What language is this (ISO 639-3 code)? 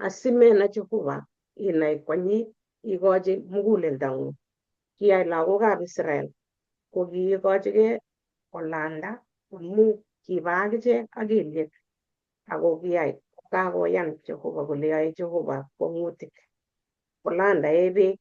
kln